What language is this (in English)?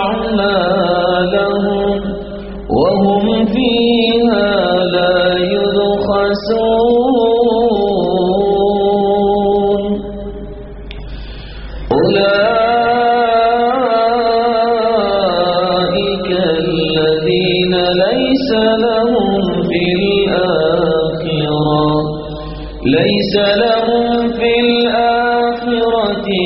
Urdu